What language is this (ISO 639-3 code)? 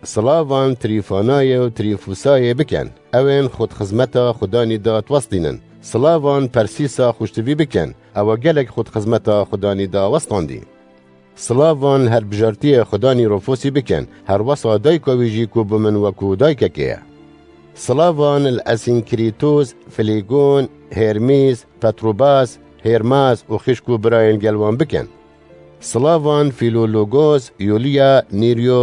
kur